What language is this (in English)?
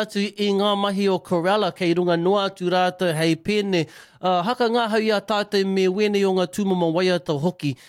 Māori